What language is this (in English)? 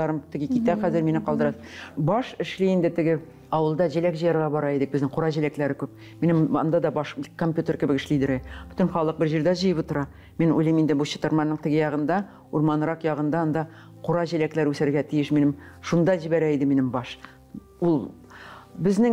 Tatar